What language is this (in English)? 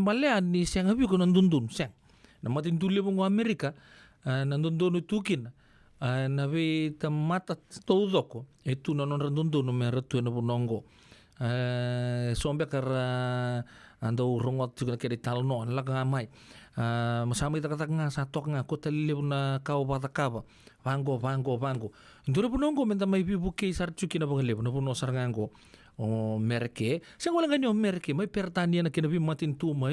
Fijian